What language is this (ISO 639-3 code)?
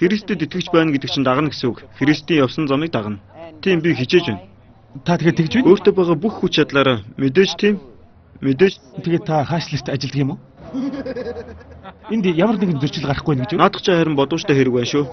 mon